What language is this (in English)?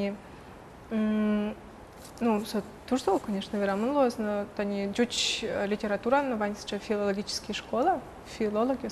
Udmurt